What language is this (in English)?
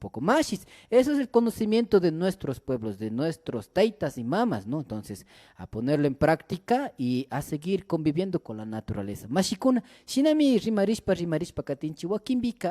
Imbabura Highland Quichua